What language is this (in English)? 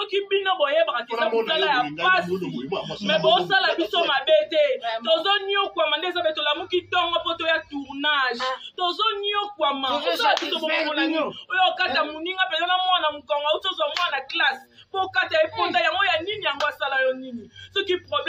Lingala